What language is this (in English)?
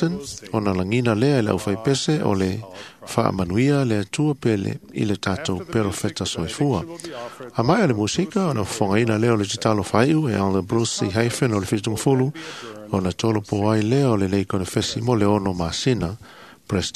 Samoan